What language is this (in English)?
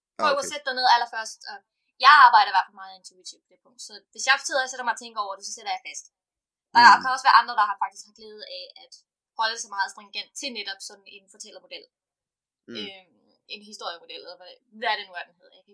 Danish